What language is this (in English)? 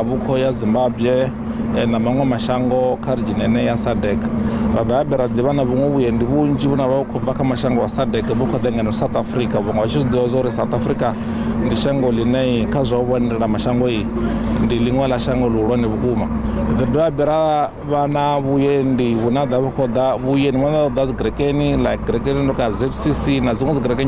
Venda